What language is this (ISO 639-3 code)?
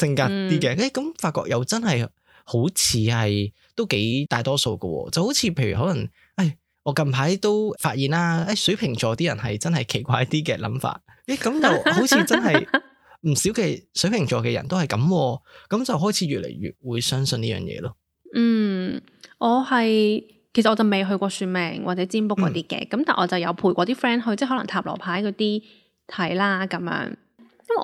yue